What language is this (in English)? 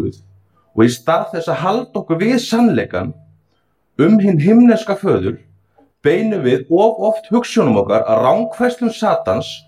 Icelandic